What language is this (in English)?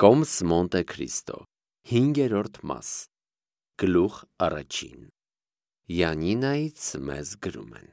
Armenian